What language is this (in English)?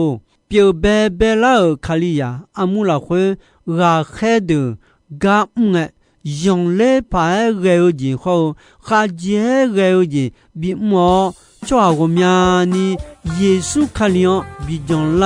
Akha